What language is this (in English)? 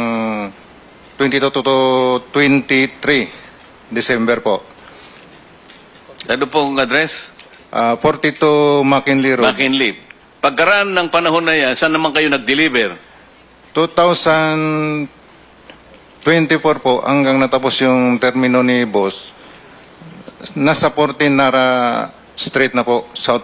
Filipino